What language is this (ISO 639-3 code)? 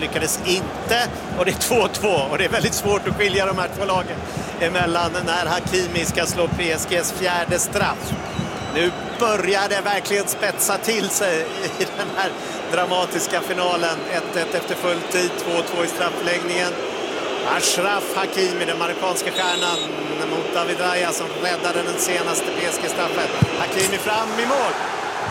swe